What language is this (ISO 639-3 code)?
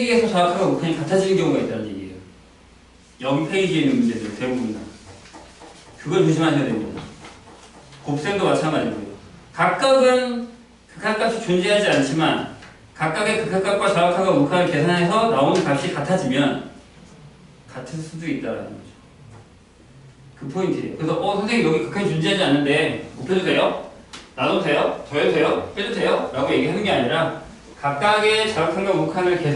kor